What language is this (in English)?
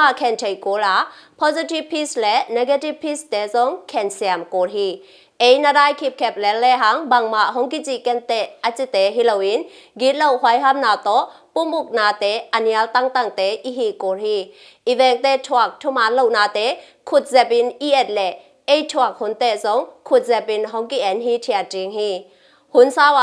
Tedim Chin